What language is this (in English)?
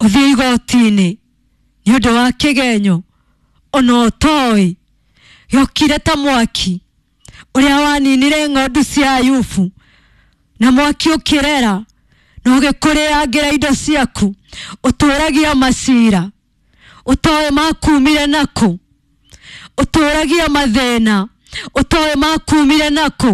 Kikuyu